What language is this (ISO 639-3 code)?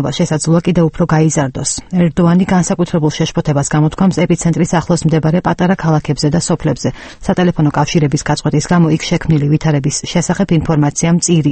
kat